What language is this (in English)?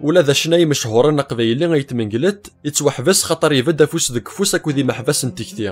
Kabyle